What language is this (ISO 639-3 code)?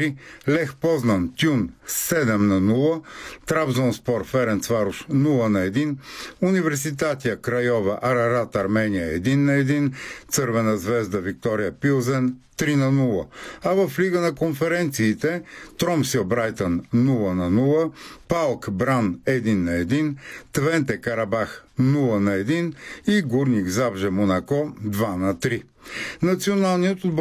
bul